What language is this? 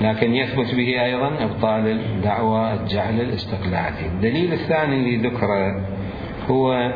Mesopotamian Arabic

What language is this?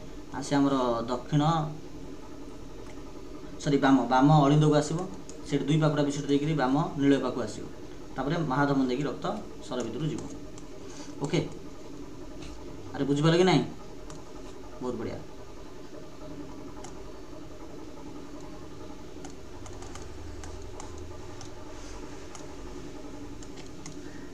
Odia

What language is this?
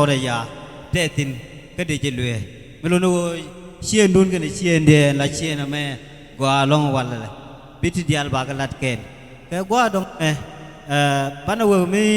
Nuer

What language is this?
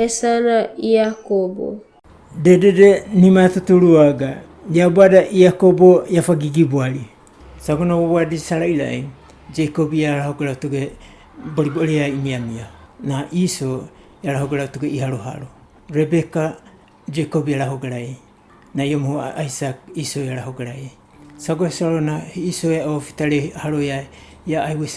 Wagawaga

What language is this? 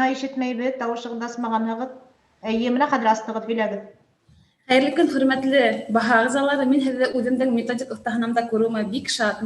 Bashkir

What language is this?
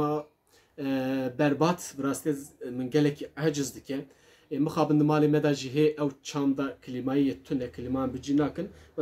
Kurdish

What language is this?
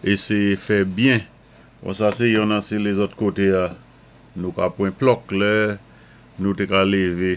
Saint Lucian Creole French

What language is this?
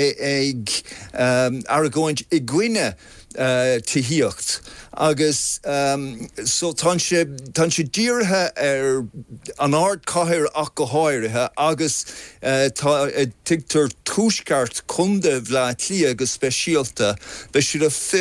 Irish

